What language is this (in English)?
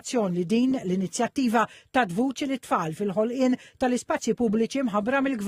Maltese